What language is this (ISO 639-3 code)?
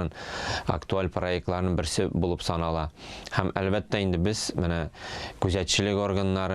tat